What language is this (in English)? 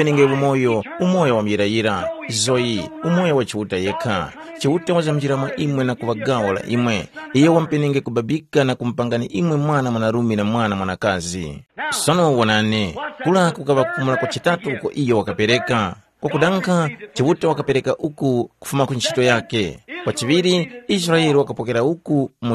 Tumbuka